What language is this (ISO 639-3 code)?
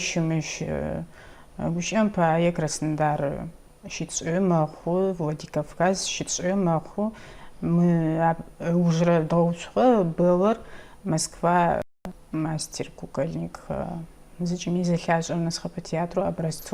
ady